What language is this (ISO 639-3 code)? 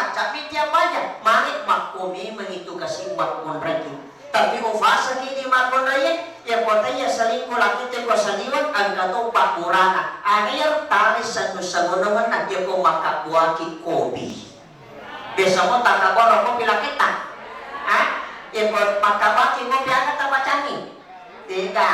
bug